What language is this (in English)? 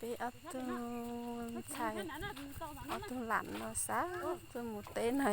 Hmong